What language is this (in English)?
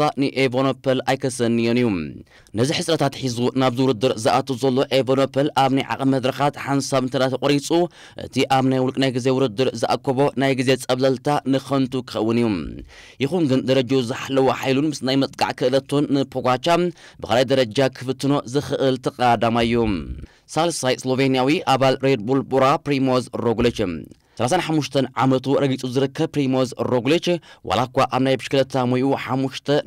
Tigrinya